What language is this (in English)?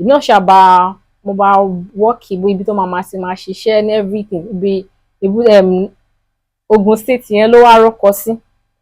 Yoruba